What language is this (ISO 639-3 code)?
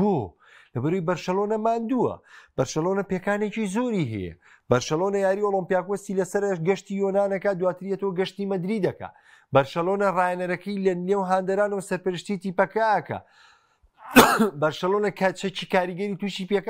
ckb